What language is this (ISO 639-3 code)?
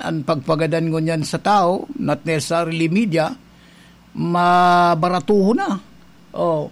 bik